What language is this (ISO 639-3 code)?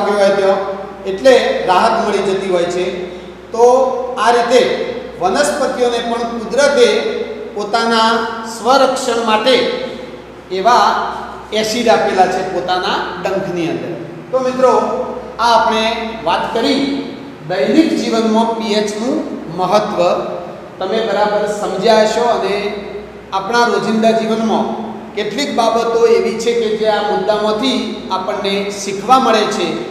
guj